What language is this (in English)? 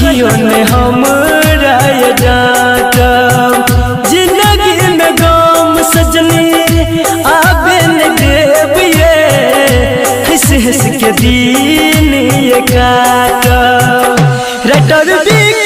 Bhojpuri